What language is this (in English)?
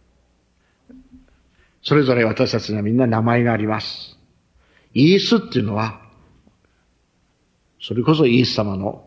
Japanese